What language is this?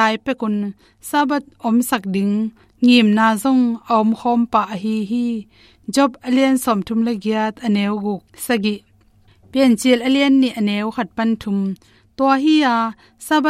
Tedim Chin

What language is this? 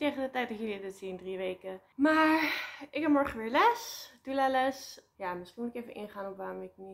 Dutch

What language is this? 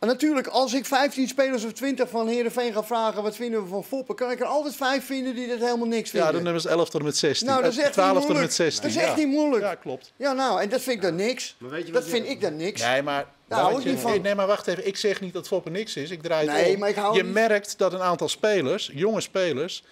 Western Frisian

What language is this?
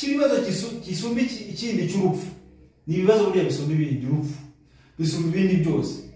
Kinyarwanda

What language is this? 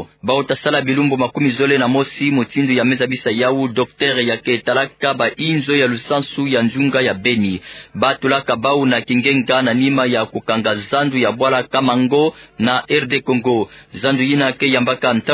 Kituba (Democratic Republic of Congo)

